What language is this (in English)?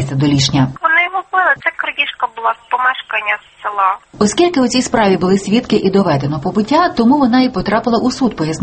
Ukrainian